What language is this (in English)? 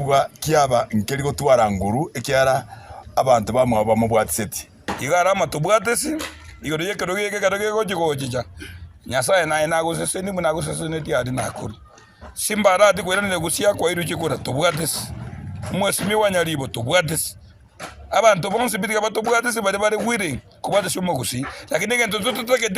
Gusii